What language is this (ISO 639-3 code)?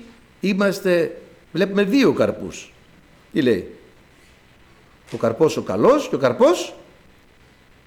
ell